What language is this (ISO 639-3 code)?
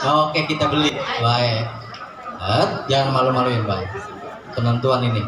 bew